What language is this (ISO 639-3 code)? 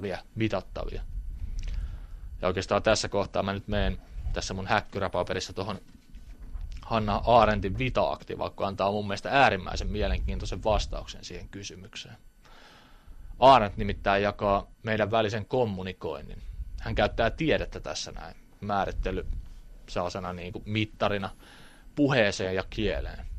fin